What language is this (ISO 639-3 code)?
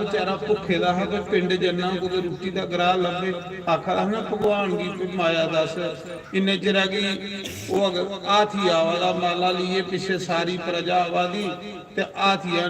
doi